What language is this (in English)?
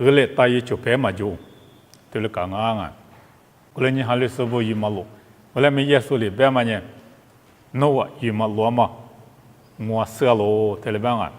Lisu